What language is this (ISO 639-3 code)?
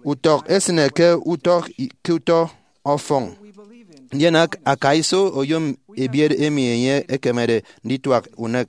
efi